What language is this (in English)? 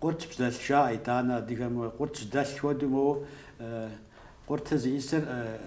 Kabardian